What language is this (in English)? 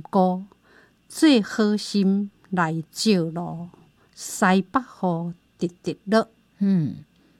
Chinese